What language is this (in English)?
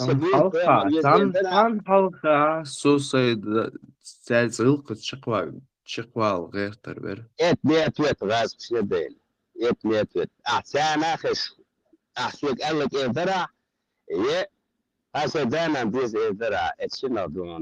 Chechen